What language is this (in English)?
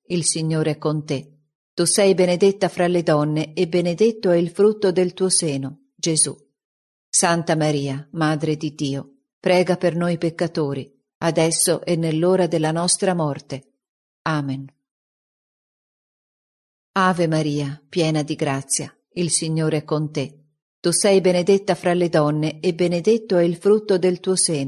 Italian